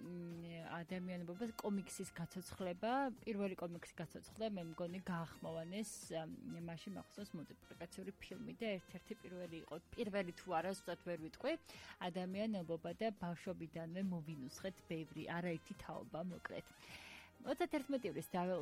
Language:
Georgian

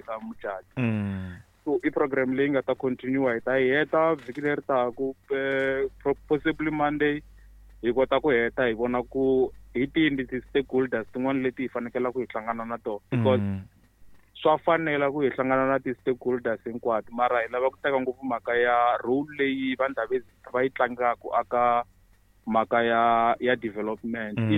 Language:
Tsonga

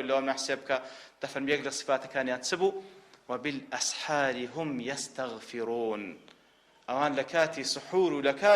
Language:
Central Kurdish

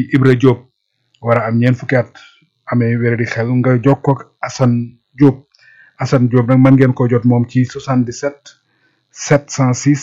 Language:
Wolof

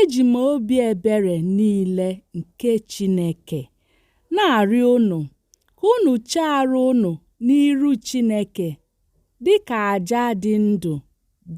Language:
Igbo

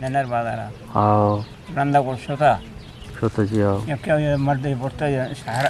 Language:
Eastern Balochi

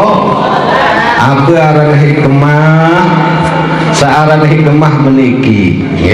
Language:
Sasak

